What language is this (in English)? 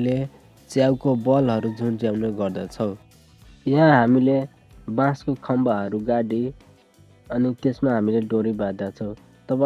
Nepali